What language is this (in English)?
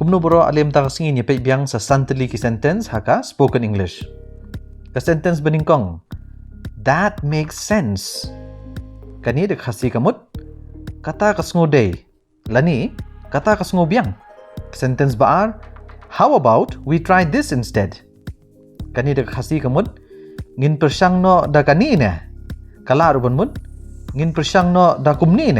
Khasi